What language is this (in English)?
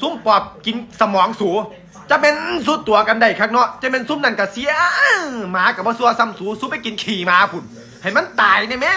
Northeastern Thai